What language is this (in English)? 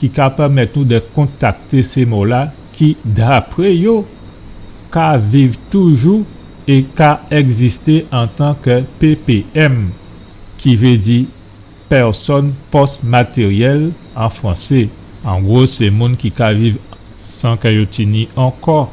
Guadeloupean Creole French